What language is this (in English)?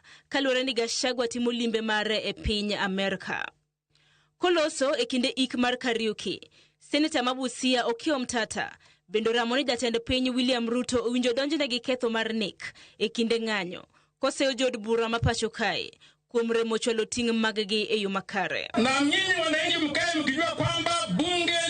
Luo (Kenya and Tanzania)